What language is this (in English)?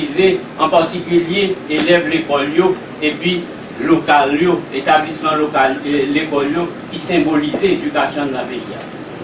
Haitian Creole